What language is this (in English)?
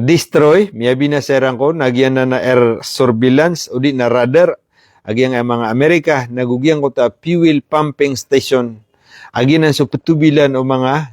Maranao